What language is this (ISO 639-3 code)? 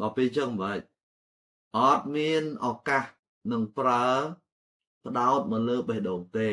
khm